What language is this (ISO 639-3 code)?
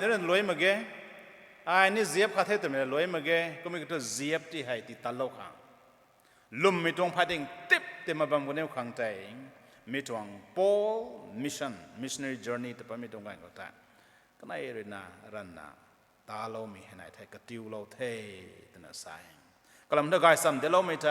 nbu